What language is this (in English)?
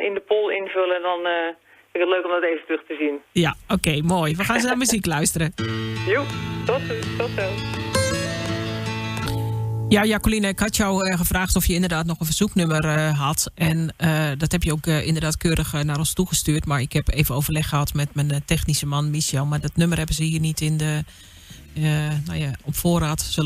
Dutch